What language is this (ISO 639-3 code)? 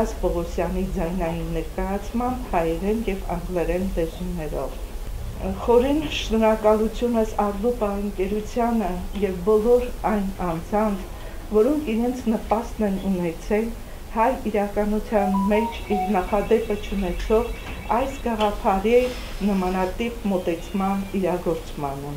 hyw